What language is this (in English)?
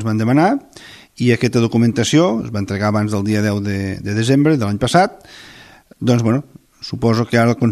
Catalan